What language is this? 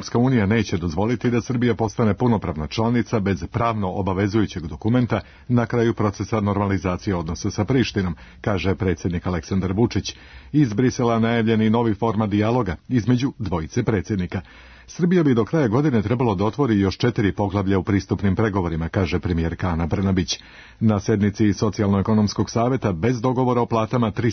Serbian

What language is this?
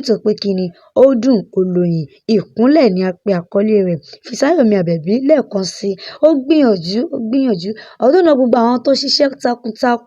Yoruba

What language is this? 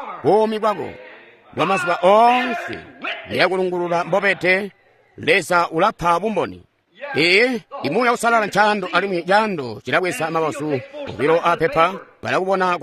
Tonga (Zambia)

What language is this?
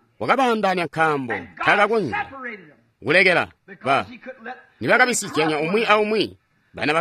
Tonga (Zambia)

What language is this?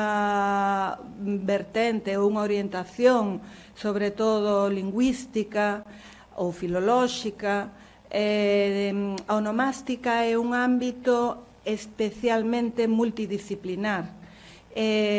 Galician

